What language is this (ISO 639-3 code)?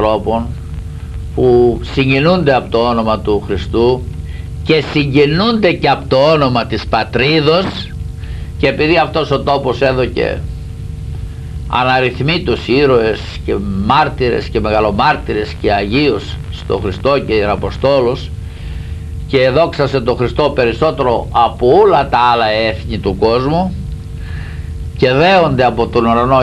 ell